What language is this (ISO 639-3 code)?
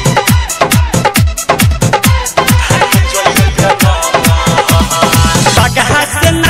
bho